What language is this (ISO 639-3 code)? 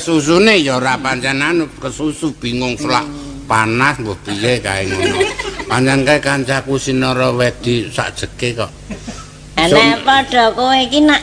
jav